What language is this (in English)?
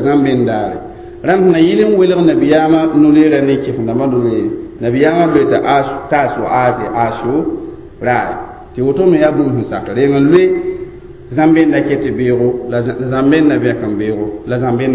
Mossi